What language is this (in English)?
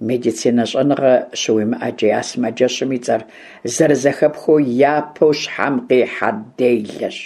Kabardian